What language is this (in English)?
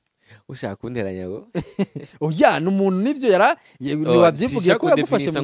Rundi